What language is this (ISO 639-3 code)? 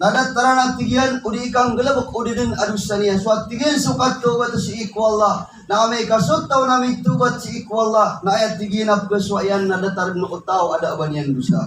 mrw